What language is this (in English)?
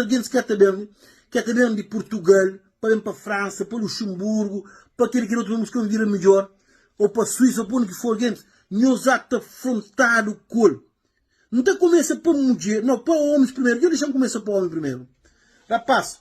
Kabuverdianu